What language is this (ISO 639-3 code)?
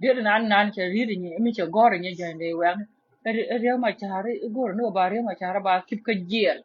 nus